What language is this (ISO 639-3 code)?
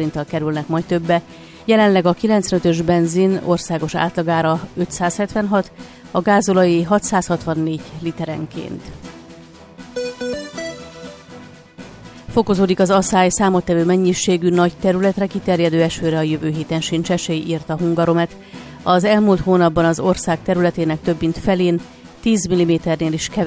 hun